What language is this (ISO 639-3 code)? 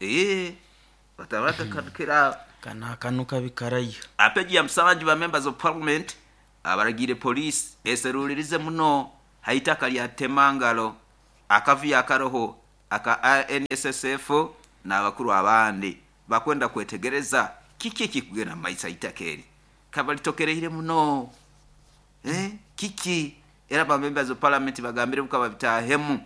nyo